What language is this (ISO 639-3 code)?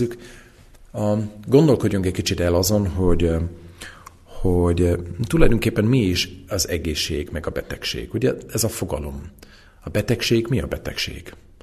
hun